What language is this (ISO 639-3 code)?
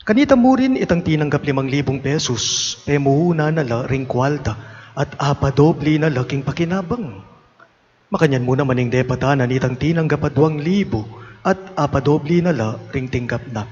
pam